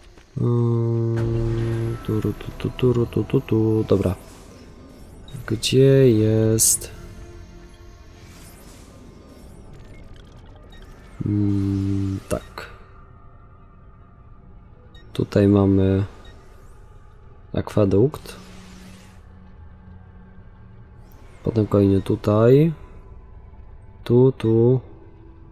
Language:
Polish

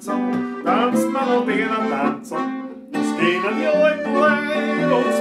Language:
Bavarian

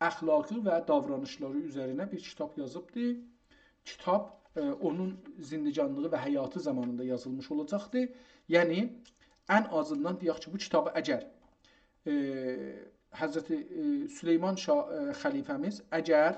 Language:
South Azerbaijani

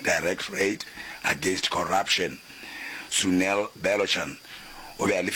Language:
Northern Sotho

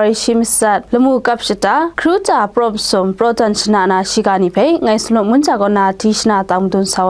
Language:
Kachin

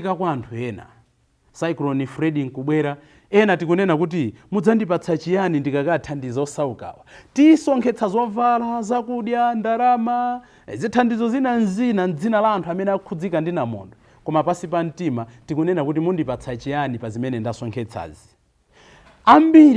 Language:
Nyanja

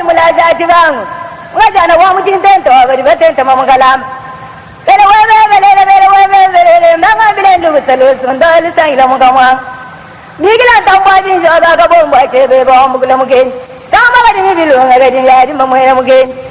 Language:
Luba-Lulua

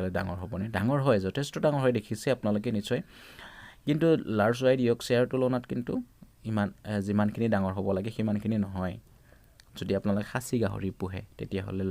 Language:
Assamese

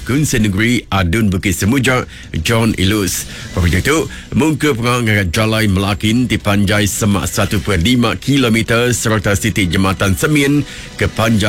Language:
Iban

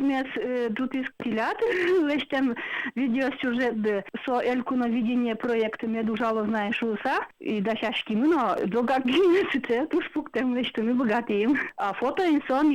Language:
Udmurt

